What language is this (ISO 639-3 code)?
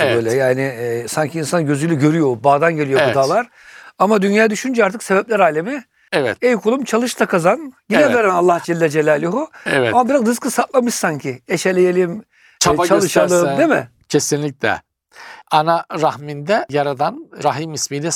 tur